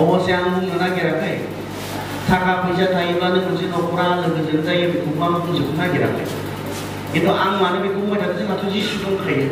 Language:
Bodo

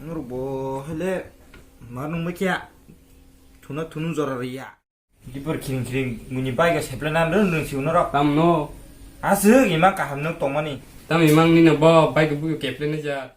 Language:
Kok Borok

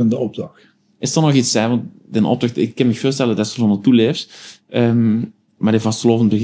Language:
Limburgish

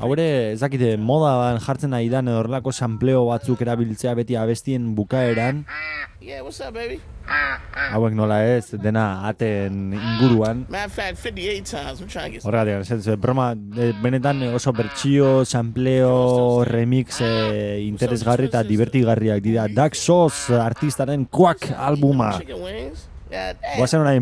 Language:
Basque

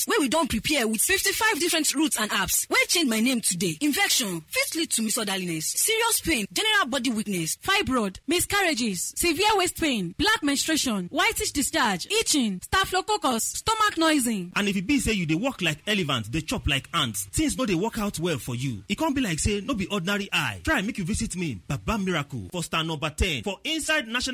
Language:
Nigerian Pidgin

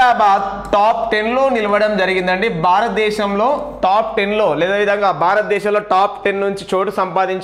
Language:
Telugu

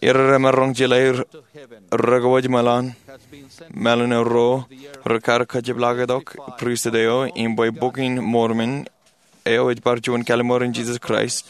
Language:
Marshallese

